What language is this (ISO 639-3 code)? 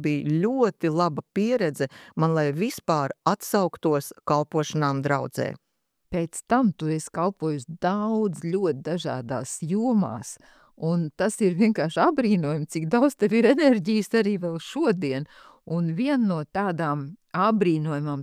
lav